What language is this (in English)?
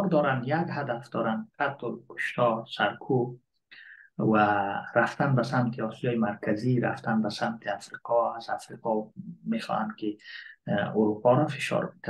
Persian